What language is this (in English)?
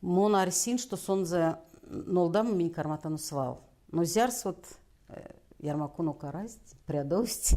Erzya